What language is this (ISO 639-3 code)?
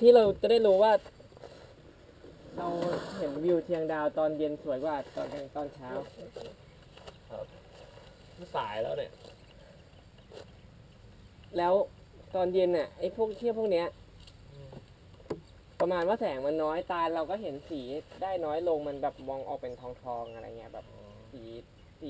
tha